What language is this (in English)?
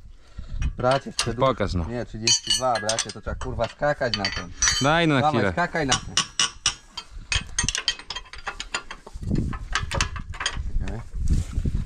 Polish